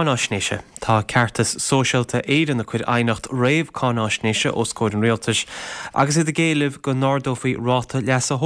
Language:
Irish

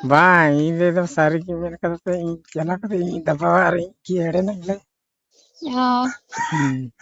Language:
Santali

